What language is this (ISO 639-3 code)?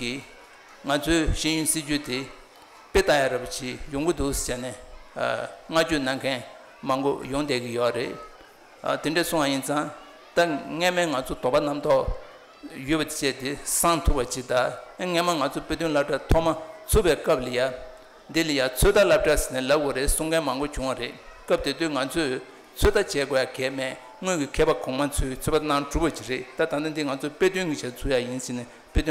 bod